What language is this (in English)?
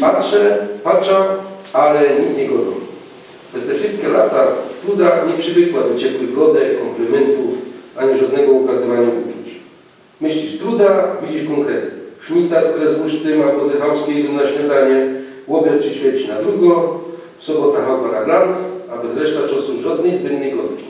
Silesian